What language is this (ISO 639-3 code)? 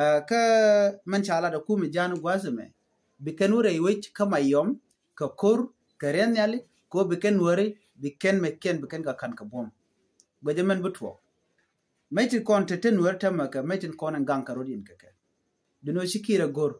nus